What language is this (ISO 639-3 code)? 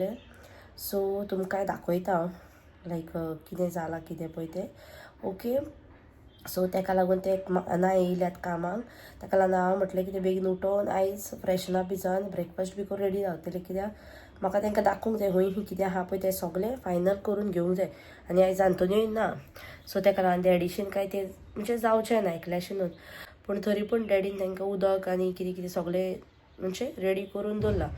kok